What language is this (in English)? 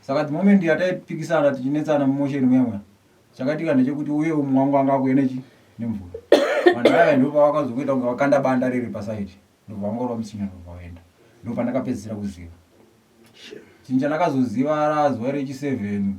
Shona